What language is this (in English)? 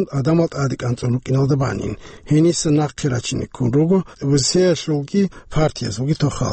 Avaric